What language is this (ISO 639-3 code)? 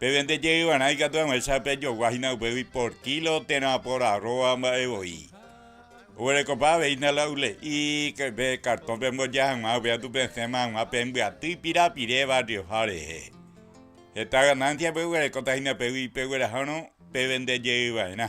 grn